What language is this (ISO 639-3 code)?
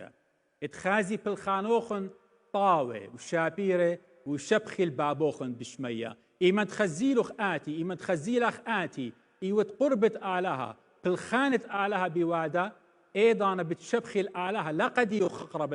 aii